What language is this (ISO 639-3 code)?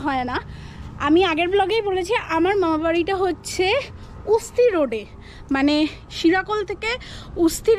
ben